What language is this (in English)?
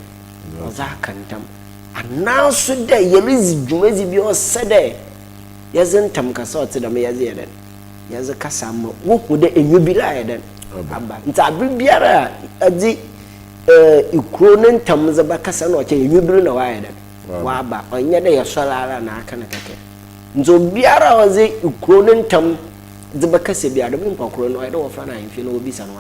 Akan